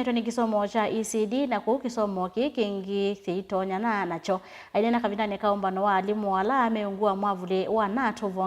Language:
Kamba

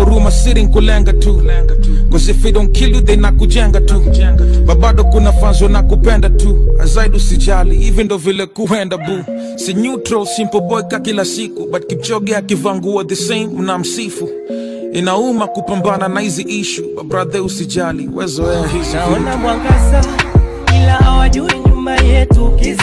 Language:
Swahili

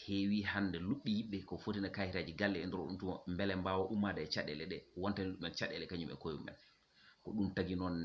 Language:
Fula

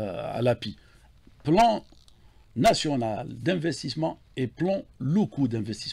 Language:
French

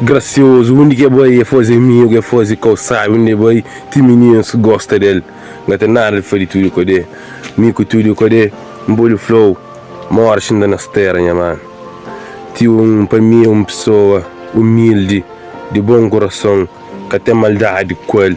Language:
Kabuverdianu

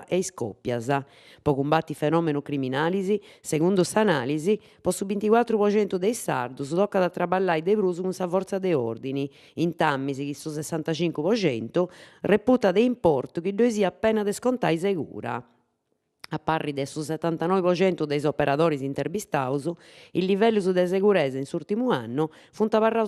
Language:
Sardinian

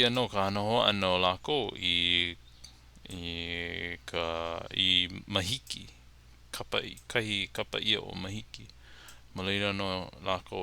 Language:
Hawaiian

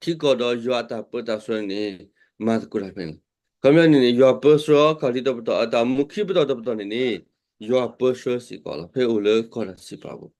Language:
S'gaw Karen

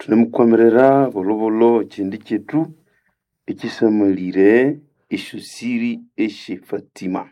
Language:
Nande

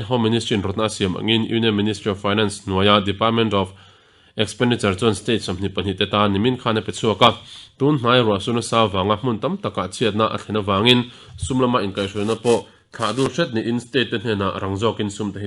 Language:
Mizo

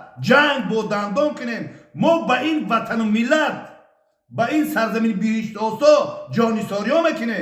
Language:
Tajik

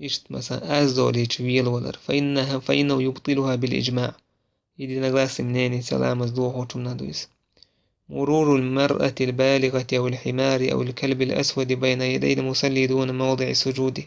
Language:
Chechen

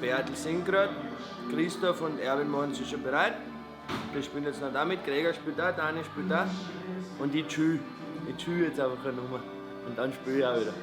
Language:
Bavarian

